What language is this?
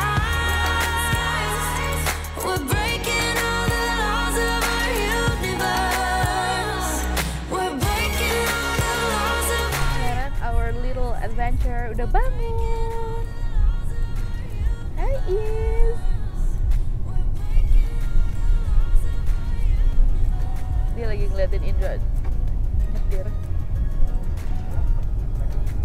Indonesian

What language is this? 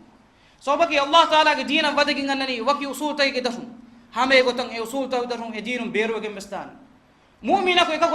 Divehi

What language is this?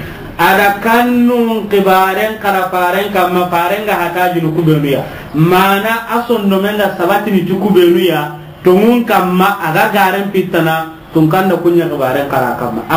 Soninke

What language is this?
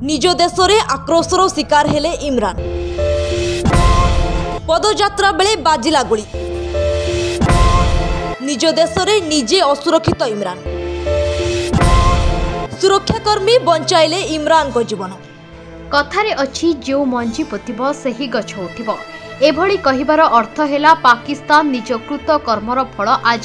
Odia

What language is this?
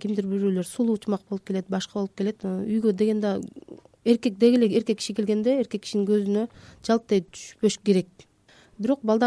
Kyrgyz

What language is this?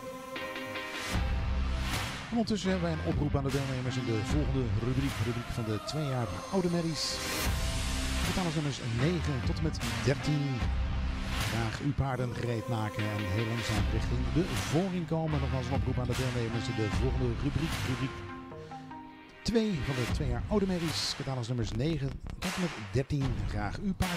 Dutch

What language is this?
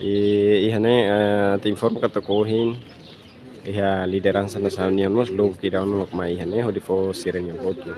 Tetum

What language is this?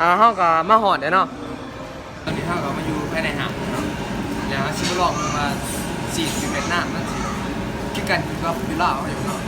Lao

